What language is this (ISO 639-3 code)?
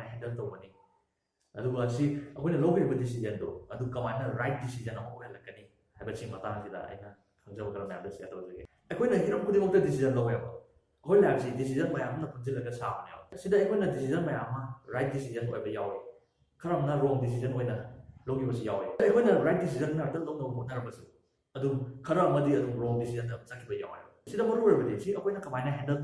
mni